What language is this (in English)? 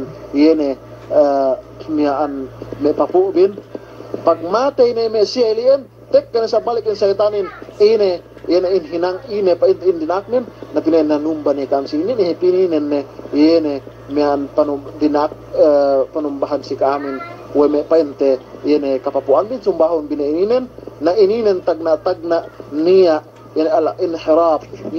Yakan